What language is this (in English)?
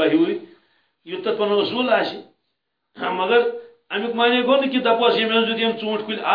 Kashmiri